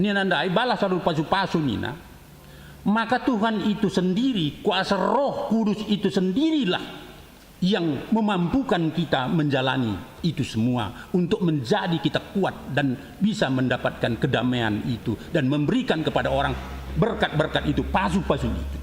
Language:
Batak Karo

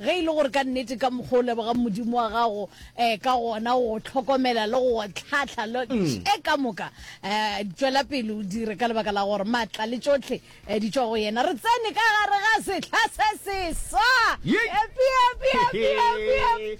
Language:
Northern Sotho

